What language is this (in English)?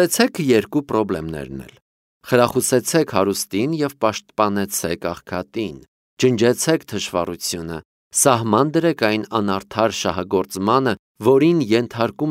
Armenian